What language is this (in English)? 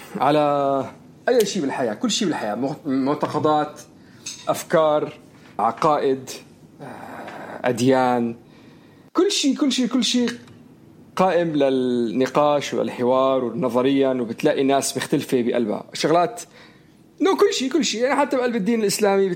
North Levantine Arabic